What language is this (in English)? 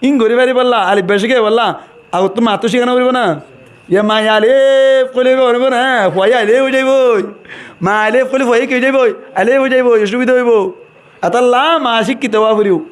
Rohingya